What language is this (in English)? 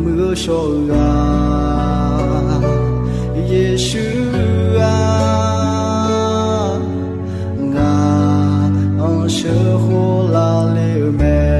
Akha